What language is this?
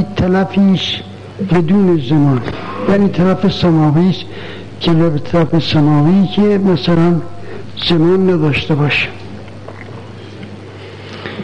Persian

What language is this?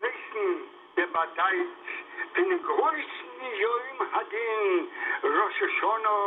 Yiddish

